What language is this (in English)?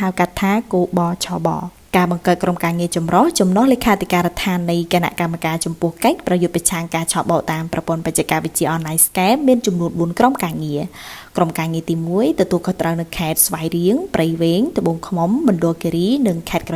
Khmer